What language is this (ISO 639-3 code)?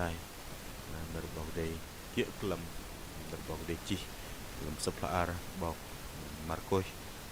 bdq